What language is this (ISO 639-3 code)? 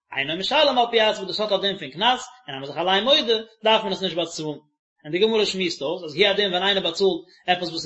yid